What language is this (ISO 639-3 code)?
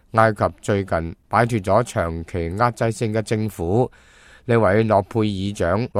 yue